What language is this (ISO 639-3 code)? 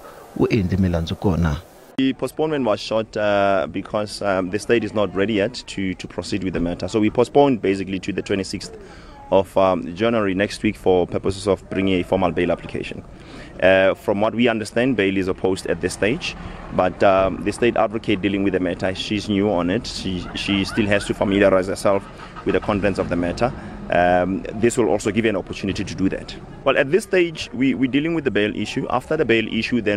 tso